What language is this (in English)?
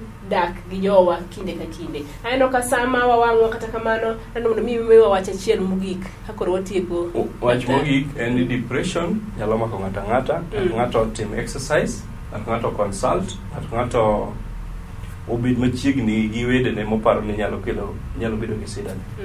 Luo (Kenya and Tanzania)